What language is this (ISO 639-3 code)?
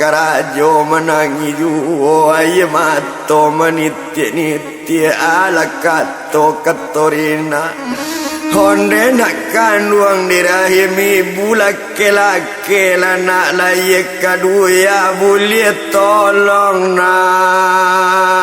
min